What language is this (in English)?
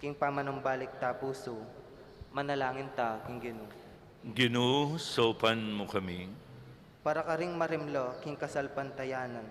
Pampanga